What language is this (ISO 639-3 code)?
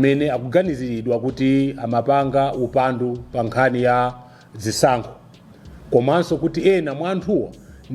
nya